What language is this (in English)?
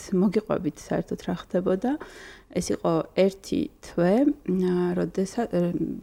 Georgian